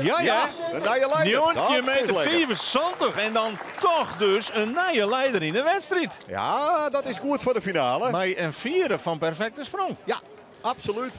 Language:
Western Frisian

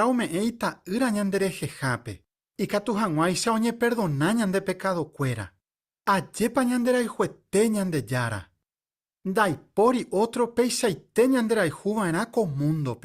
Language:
Guarani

